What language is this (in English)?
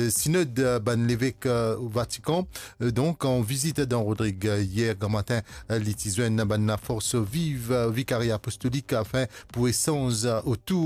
Morisyen